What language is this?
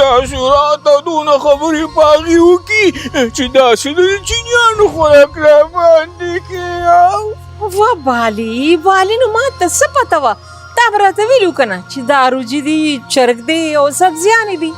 Pashto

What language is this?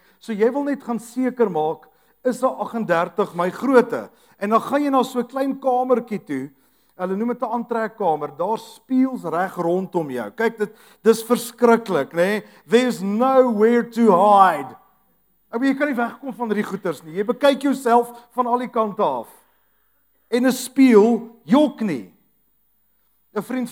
Afrikaans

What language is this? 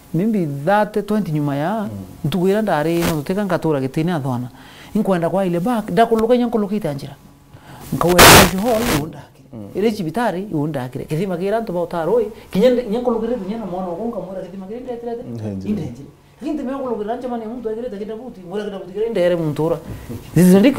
Meru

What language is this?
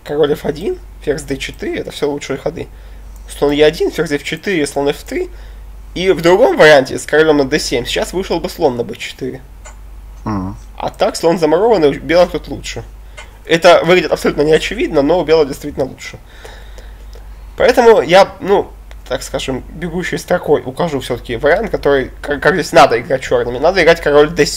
Russian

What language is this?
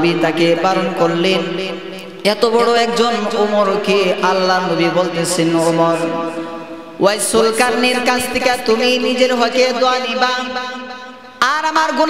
Bangla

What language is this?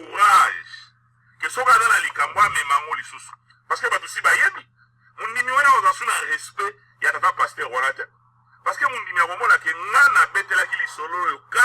Lingala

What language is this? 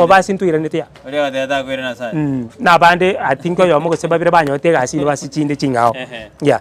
Gusii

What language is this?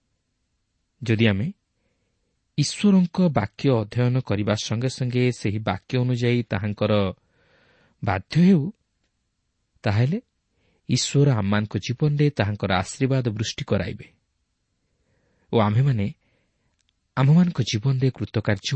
Odia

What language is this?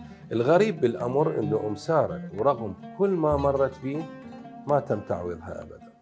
Mesopotamian Arabic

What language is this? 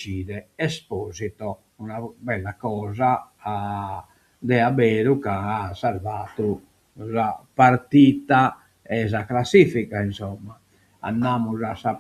Sardinian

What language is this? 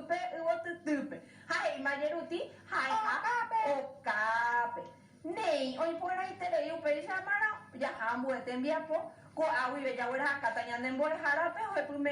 Guarani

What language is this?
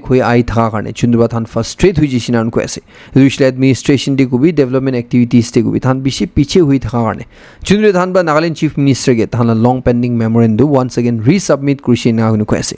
Naga Pidgin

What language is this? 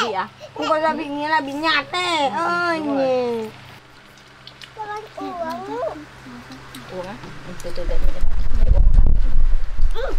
Vietnamese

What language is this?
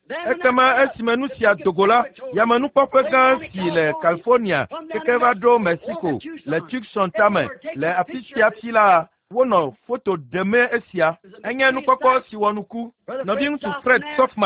Ewe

